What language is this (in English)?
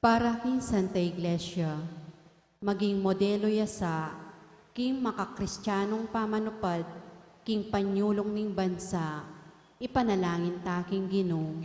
Pampanga